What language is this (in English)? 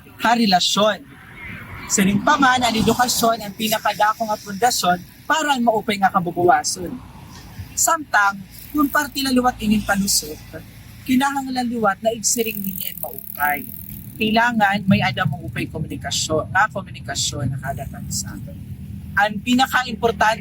Waray